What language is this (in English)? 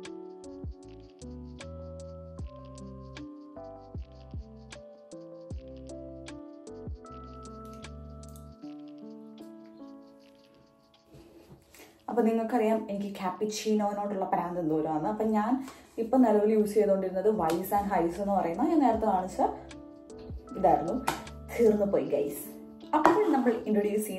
Malayalam